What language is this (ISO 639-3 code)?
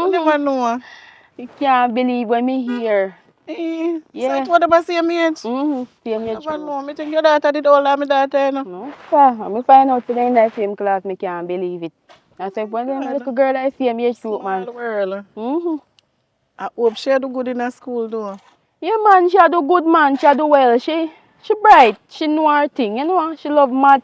jam